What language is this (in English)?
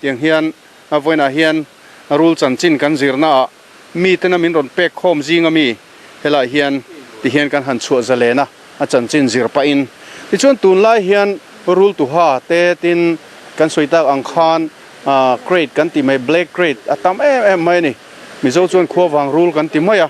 Mizo